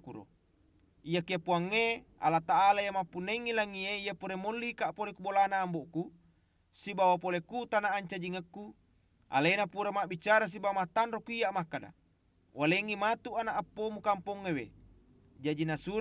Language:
Buginese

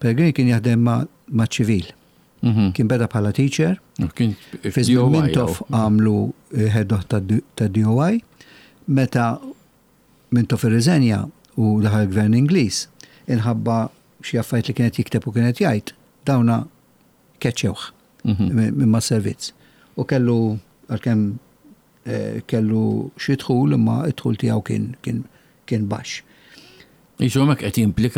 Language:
Maltese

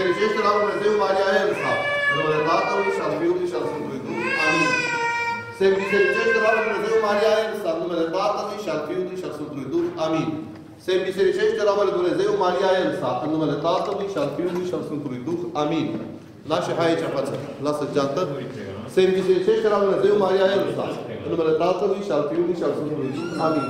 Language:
Romanian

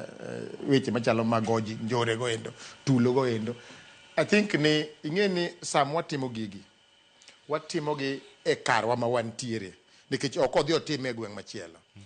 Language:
Luo (Kenya and Tanzania)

